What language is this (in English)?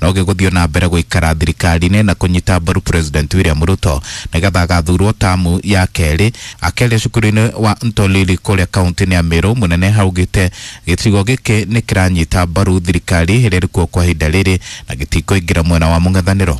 Kikuyu